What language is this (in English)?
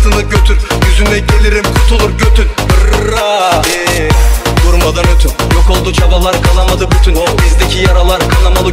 Turkish